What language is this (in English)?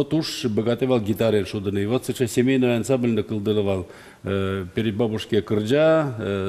Udmurt